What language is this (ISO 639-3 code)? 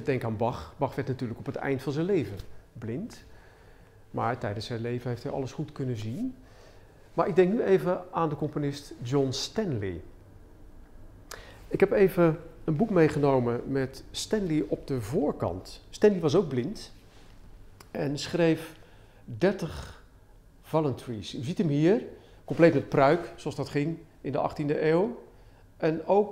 nld